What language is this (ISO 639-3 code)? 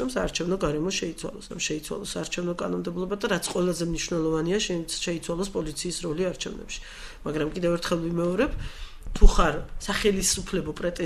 kat